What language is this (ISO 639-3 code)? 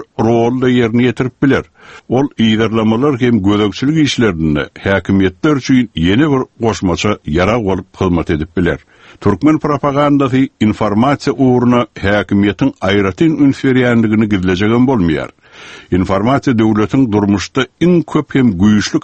tuk